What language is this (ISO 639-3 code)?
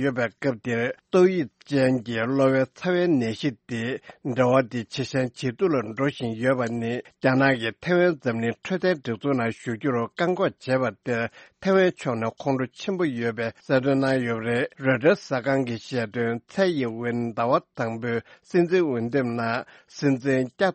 bod